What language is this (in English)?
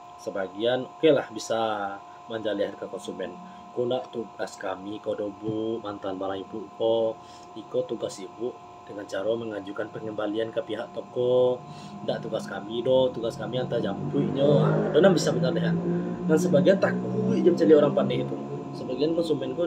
Minangkabau